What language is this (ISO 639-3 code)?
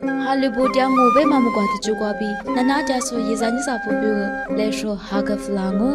lis